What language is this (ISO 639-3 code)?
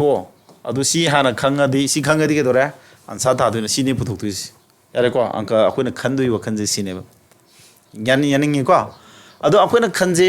mni